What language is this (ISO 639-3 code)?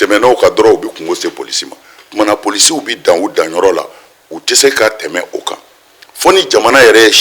bam